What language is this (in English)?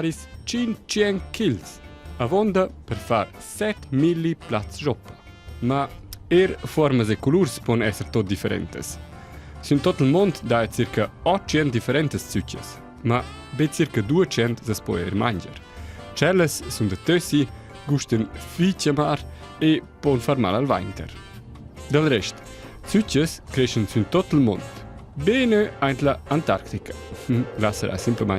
Romansh